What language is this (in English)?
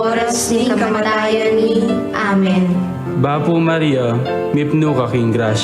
Pampanga